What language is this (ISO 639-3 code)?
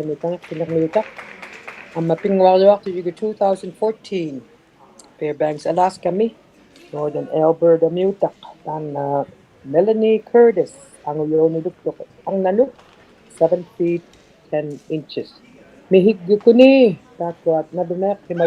iku